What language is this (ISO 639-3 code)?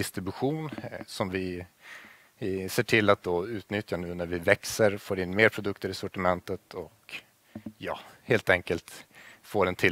swe